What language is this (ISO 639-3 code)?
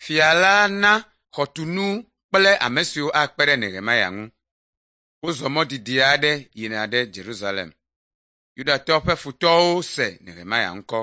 ewe